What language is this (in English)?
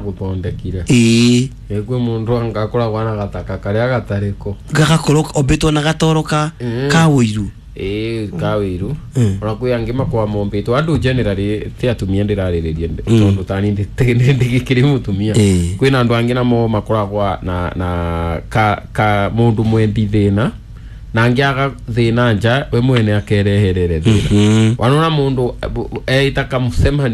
Kikuyu